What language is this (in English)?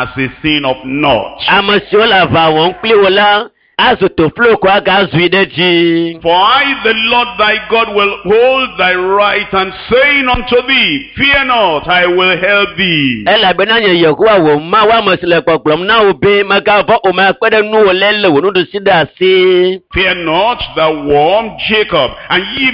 Ewe